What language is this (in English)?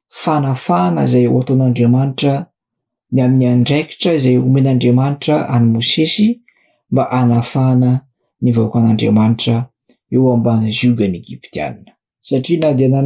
Malagasy